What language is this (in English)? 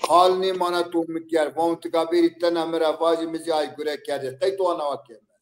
Zaza